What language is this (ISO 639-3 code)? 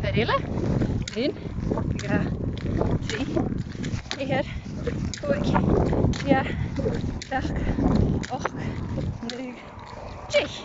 gla